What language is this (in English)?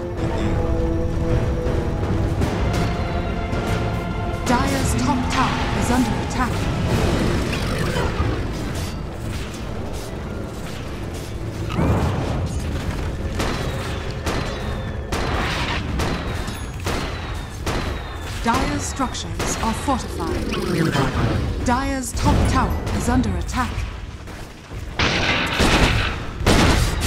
English